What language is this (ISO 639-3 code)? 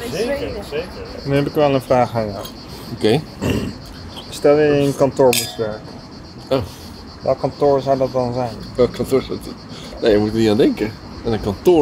nld